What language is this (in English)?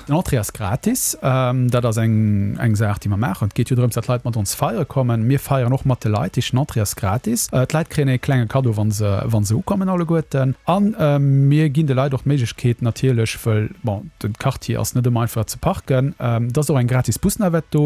Luxembourgish